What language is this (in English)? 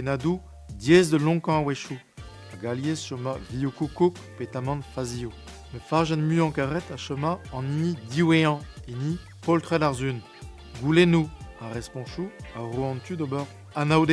Breton